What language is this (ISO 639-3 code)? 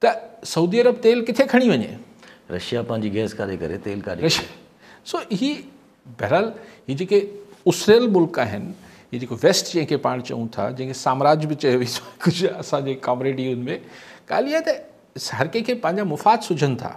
snd